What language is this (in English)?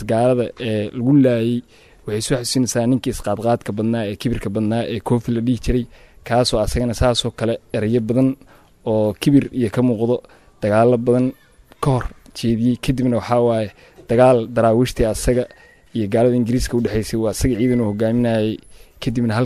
Somali